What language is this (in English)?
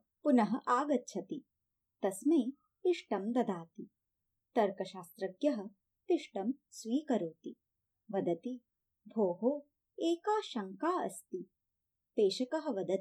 Sanskrit